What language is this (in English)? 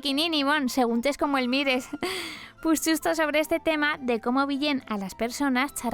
Aragonese